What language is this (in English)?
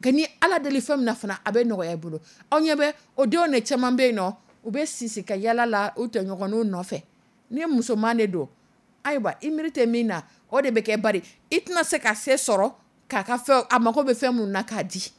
Dyula